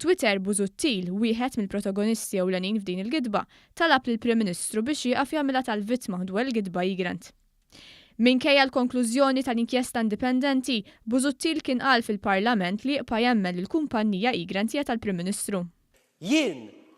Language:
Maltese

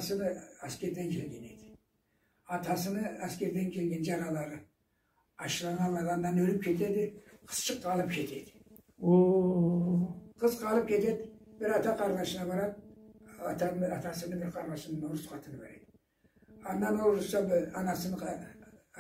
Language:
Karachay-Balkar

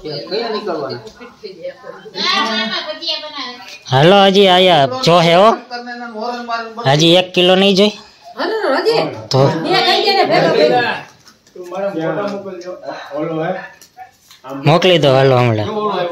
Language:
Gujarati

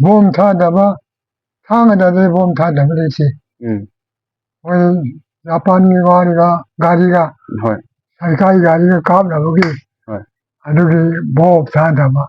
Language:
Manipuri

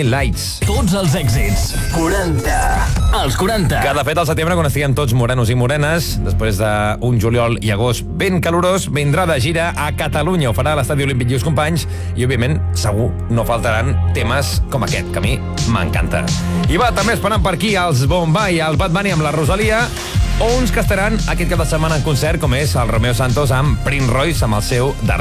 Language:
Catalan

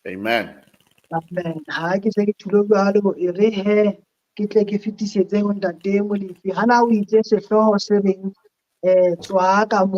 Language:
Southern Sotho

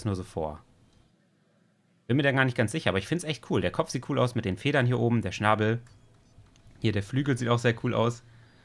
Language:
German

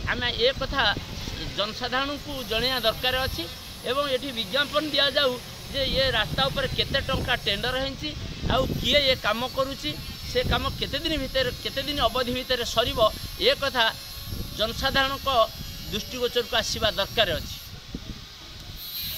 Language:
Odia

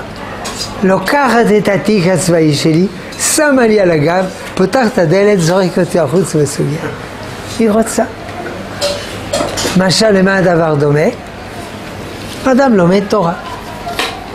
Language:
Hebrew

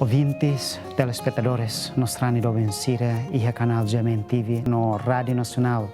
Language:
Tetum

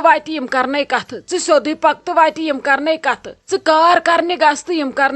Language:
Kashmiri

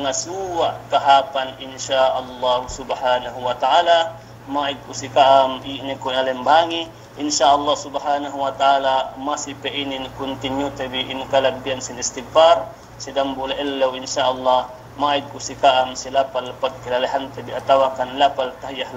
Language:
Yakan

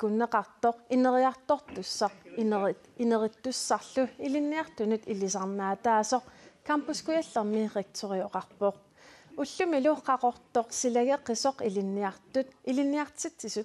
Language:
Kalaallisut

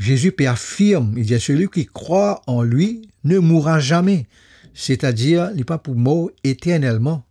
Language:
Morisyen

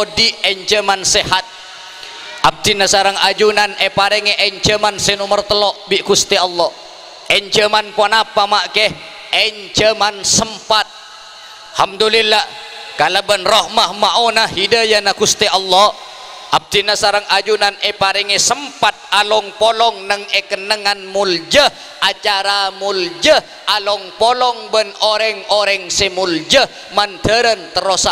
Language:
Madurese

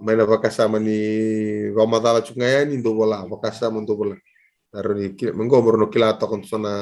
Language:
Fijian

